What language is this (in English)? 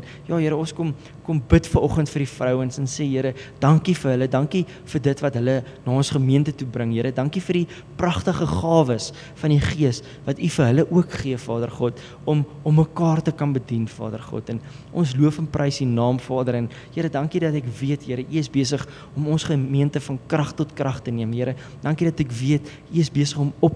Afrikaans